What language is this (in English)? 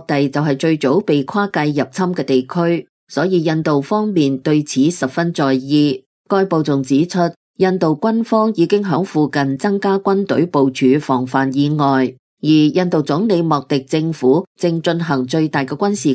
Cantonese